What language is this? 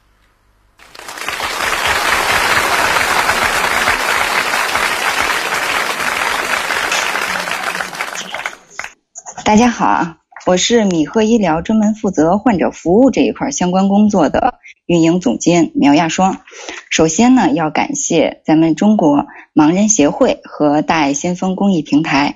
Chinese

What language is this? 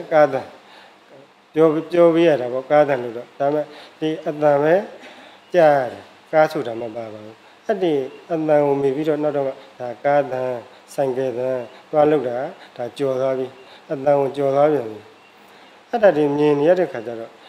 Burmese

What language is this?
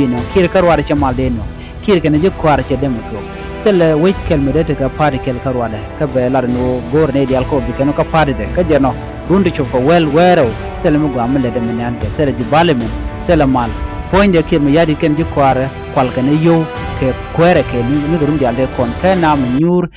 Nuer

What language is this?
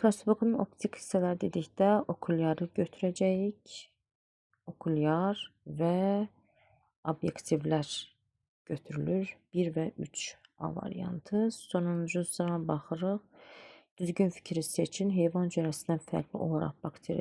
Azerbaijani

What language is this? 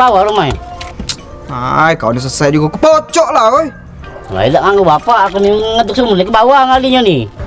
Musi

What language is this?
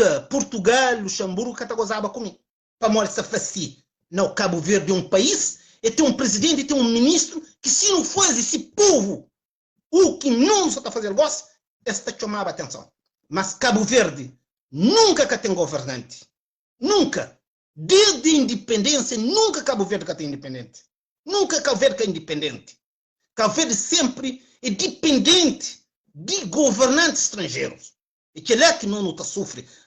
Kabuverdianu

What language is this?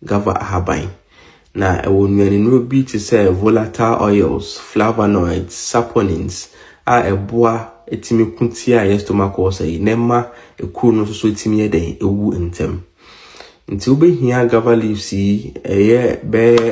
Akan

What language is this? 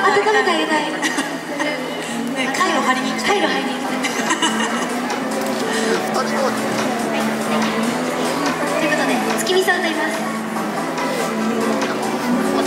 Japanese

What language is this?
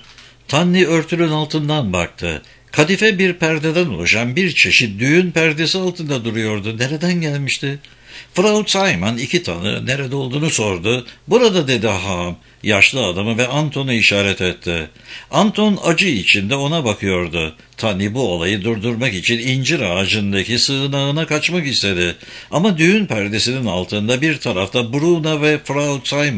Turkish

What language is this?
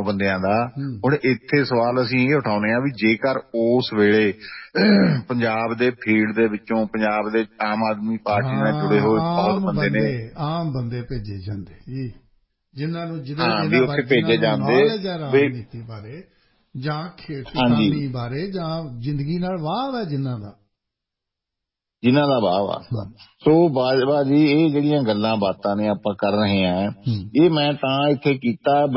Punjabi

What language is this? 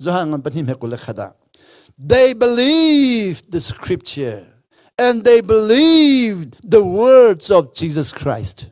Hakha Chin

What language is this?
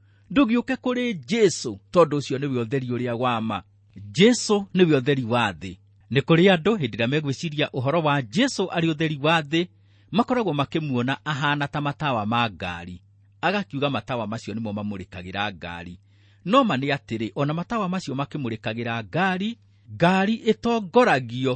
Kikuyu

